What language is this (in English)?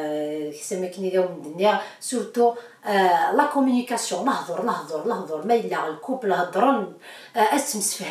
Kabyle